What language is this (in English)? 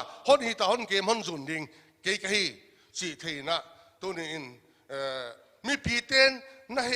Paite Chin